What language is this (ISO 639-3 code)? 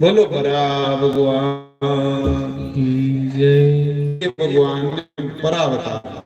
doi